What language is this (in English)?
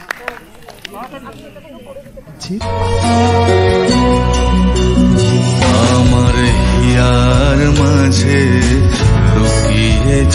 Bangla